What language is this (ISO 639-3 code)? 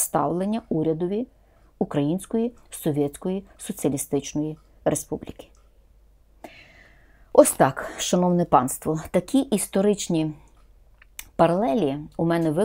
ukr